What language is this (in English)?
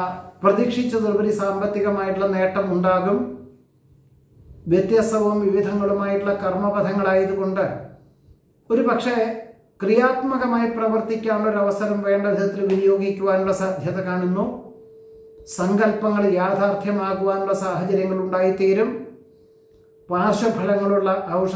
Malayalam